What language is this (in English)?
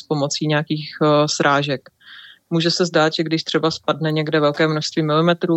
Czech